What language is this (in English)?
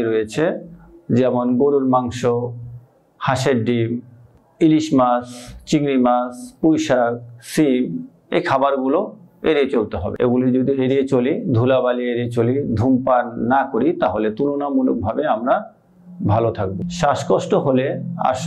Bangla